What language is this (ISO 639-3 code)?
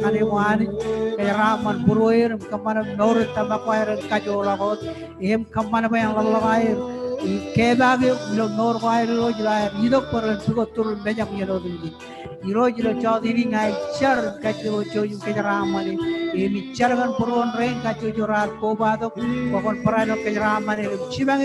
mah